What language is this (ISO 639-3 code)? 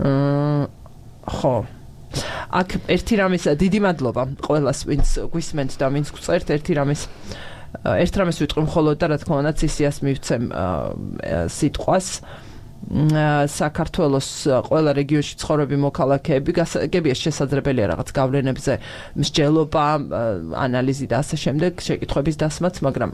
kat